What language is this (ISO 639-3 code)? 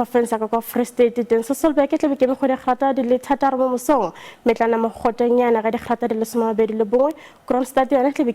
tsn